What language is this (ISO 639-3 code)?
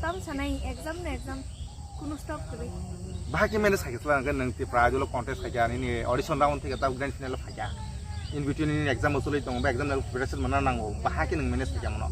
trp